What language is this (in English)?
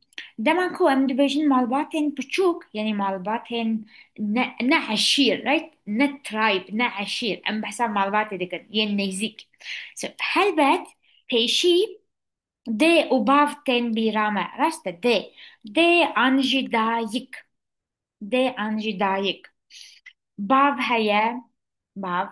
Kurdish